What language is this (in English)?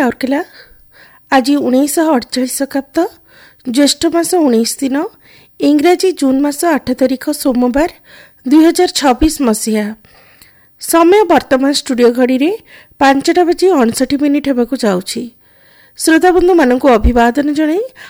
Odia